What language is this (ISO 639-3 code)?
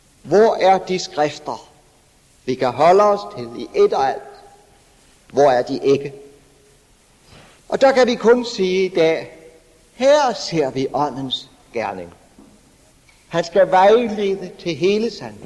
dan